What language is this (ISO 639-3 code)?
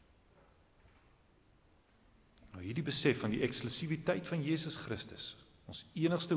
afr